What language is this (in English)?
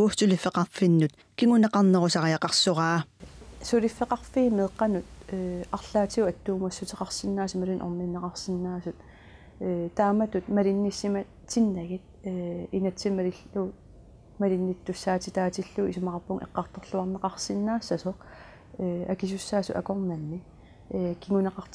Kalaallisut